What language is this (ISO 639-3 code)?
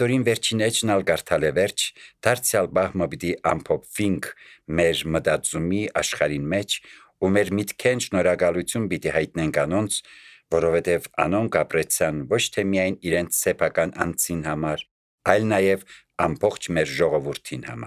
hye